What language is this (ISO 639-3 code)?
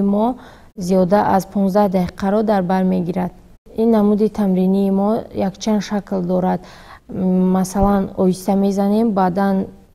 tgk